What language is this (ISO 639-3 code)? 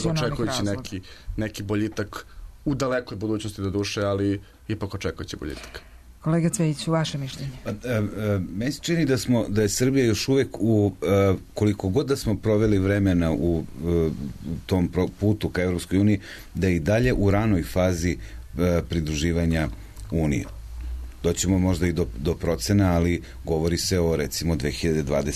srp